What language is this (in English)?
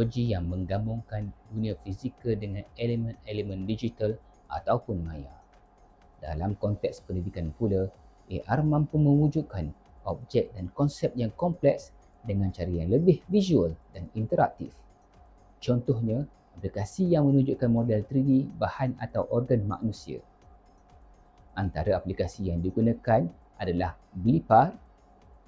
Malay